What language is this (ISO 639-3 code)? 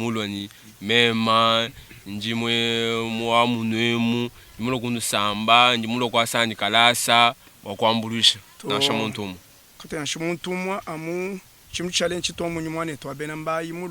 lua